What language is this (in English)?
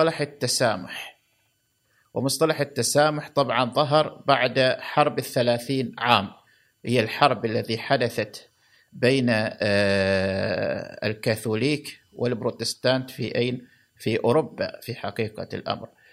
Gulf Arabic